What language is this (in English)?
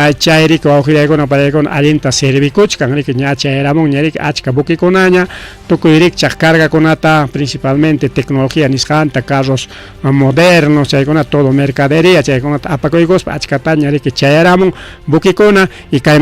Ayacucho Quechua